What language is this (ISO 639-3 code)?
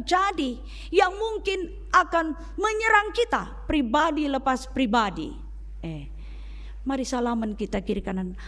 btx